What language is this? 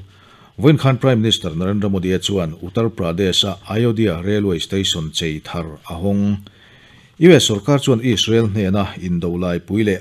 Mizo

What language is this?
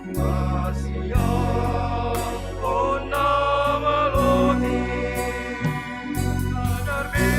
Batak Simalungun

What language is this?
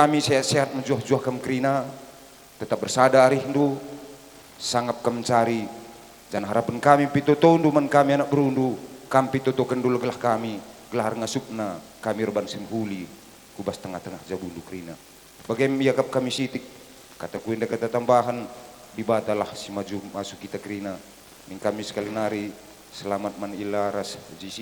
Batak Karo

